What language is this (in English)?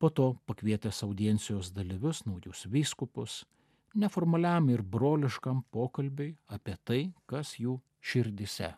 Lithuanian